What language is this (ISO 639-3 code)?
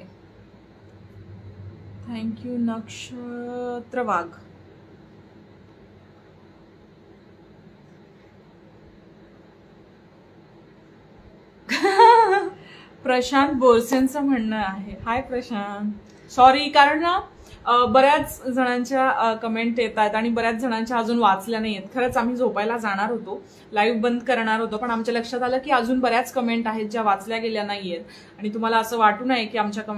mar